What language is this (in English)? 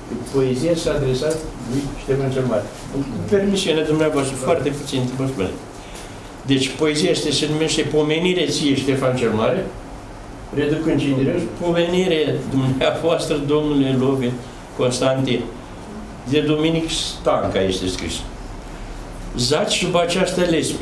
Romanian